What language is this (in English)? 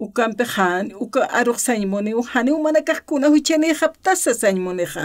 Aymara